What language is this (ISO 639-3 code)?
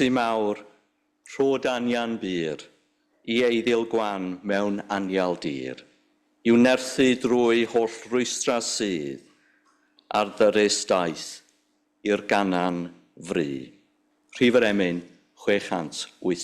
cym